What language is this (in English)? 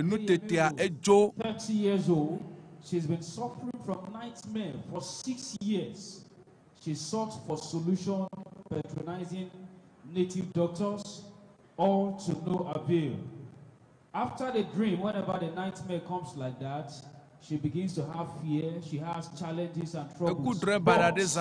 Ewe